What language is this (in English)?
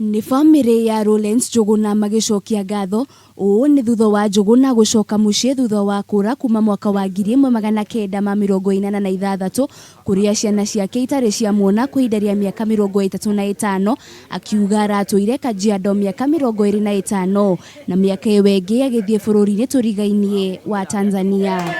Kikuyu